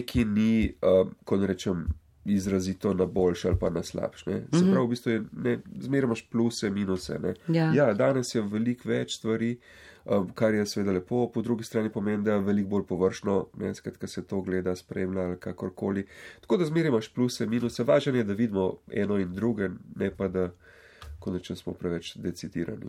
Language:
Slovenian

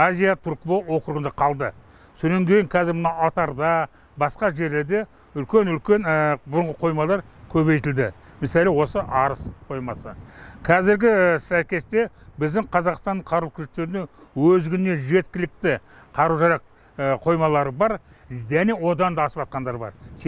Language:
Kazakh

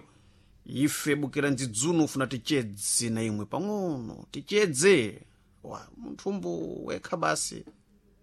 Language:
Sena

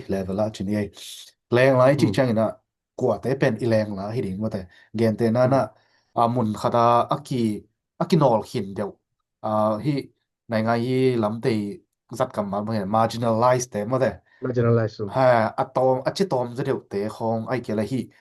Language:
Tedim Chin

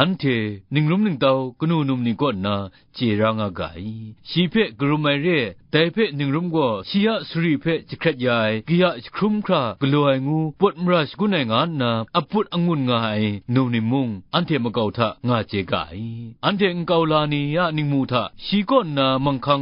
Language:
Kachin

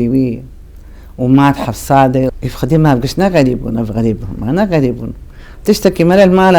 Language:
Kurdish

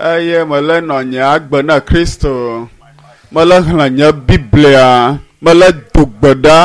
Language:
Ewe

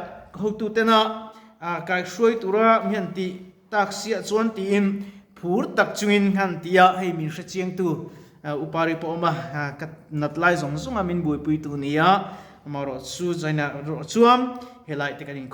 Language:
Mizo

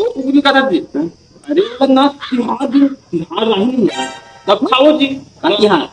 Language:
Chhattisgarhi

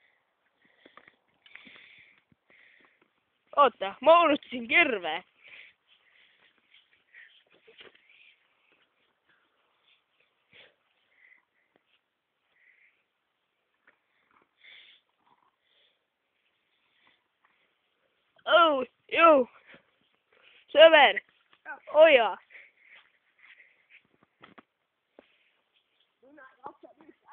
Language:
Estonian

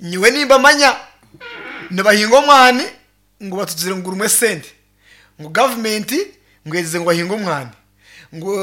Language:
Nyankole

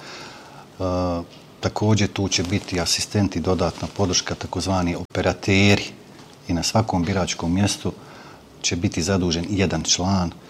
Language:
Bosnian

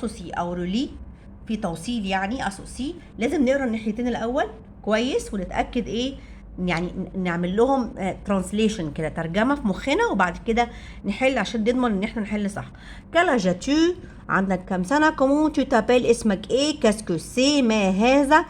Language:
Egyptian Arabic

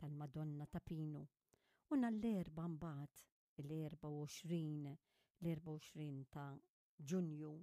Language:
Maltese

